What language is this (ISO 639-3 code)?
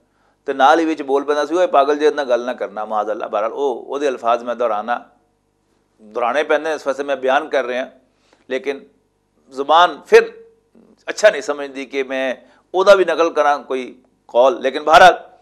lah